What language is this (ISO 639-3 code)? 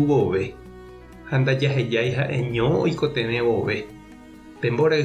grn